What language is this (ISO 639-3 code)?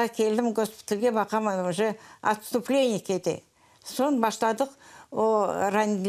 crh